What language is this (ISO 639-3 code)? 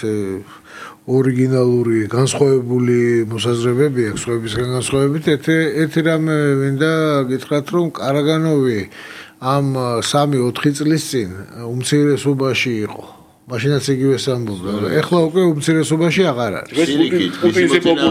kat